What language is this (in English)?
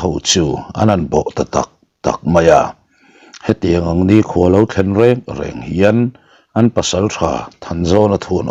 Mizo